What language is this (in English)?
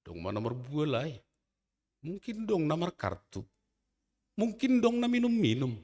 Batak Simalungun